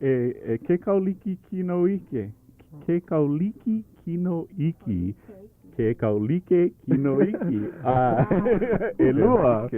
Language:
Hawaiian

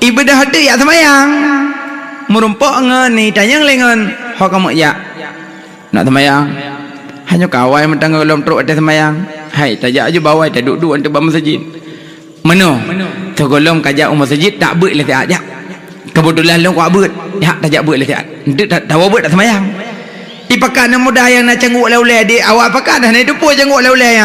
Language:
Achinese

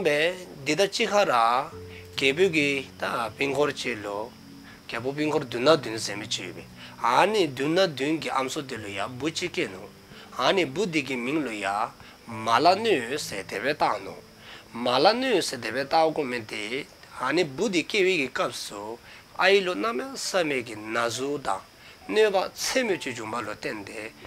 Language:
Dzongkha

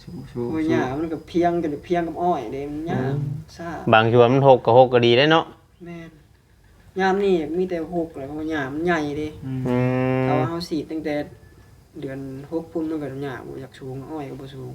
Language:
Northeastern Thai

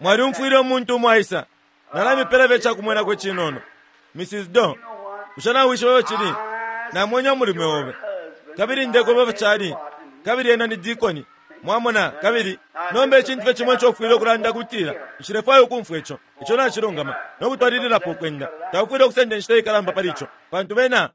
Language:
Bemba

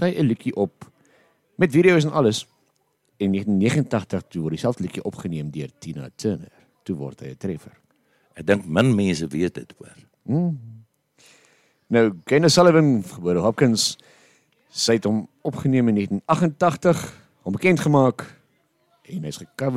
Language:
Afrikaans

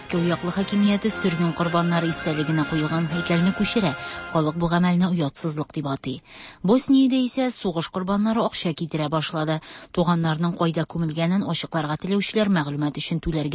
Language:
Tatar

